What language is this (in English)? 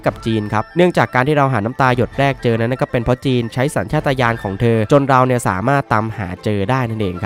Thai